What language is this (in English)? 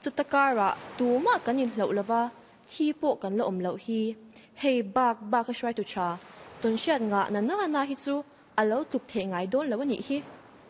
Mizo